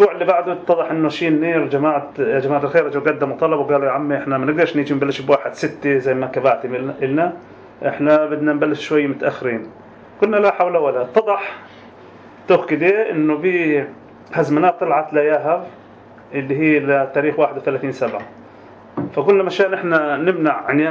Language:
North Levantine Arabic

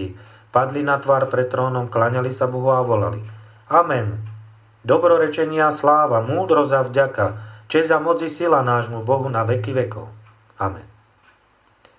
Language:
Slovak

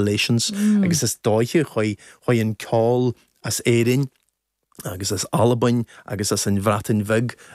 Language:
Irish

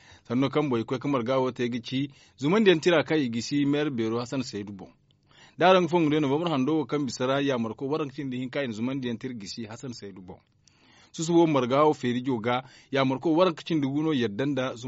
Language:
Zarma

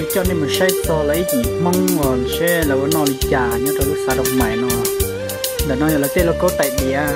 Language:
Hmong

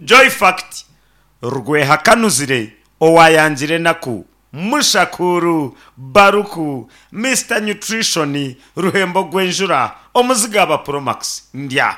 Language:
Nyankole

